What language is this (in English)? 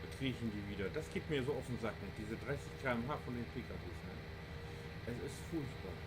Low German